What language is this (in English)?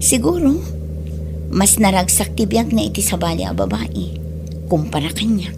Iloko